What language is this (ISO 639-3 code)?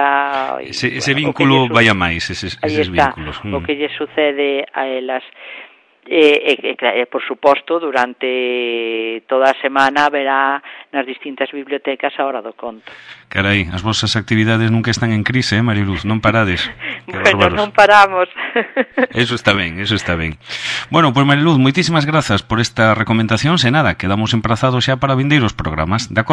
glg